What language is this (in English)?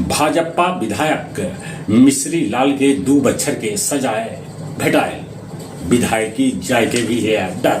Magahi